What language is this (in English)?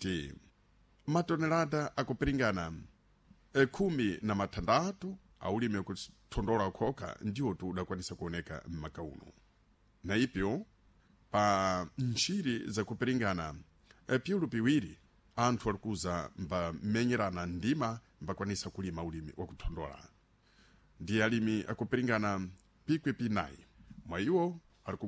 Sena